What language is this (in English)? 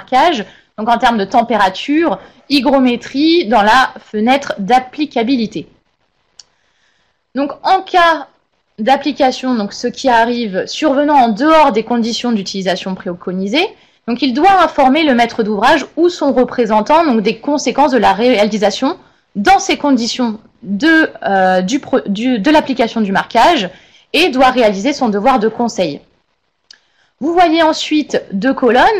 French